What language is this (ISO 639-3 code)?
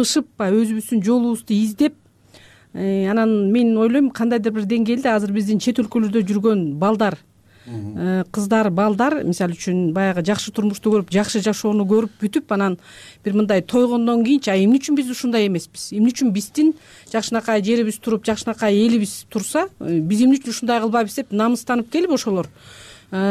kir